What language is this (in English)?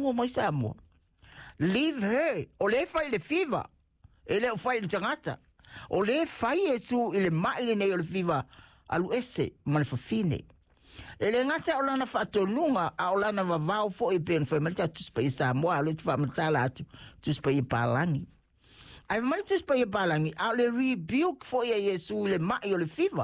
Samoan